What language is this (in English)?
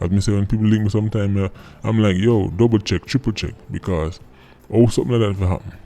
Jamaican Creole English